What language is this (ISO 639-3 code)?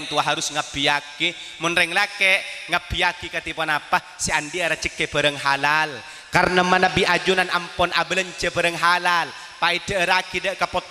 mad